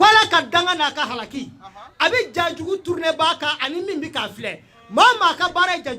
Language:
Bambara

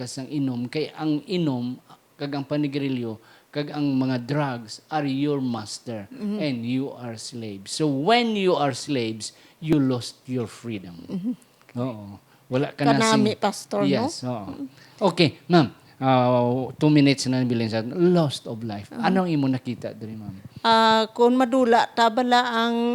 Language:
Hiligaynon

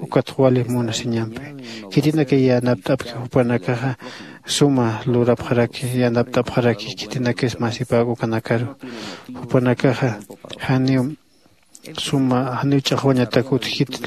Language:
Aymara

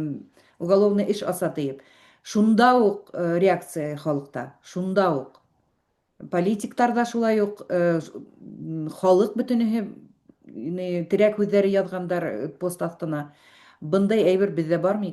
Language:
Bashkir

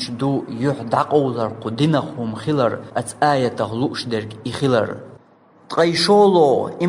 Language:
Chechen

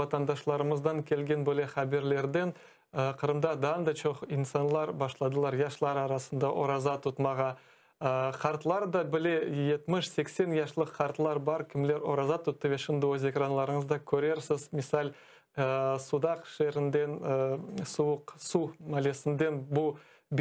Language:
Crimean Tatar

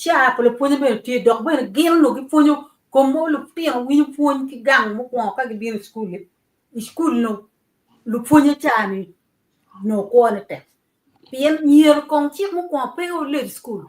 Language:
Acoli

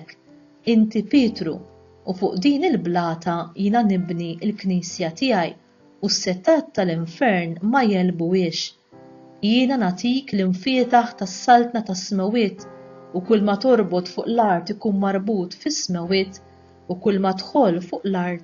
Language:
Maltese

